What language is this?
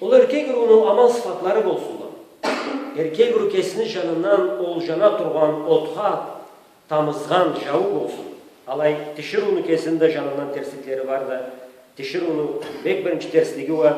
Karachay-Balkar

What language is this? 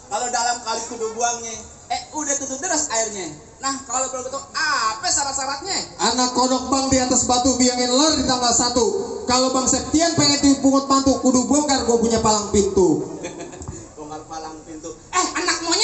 Betawi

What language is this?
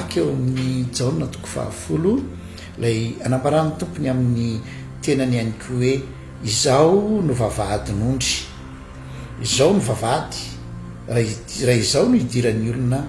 Malagasy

